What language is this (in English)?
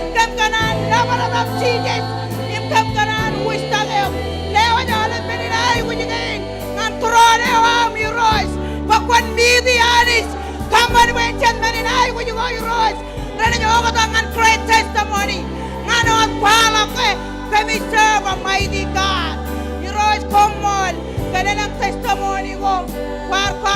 Marshallese